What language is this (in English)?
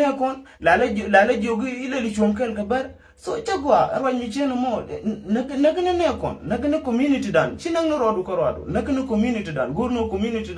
Nuer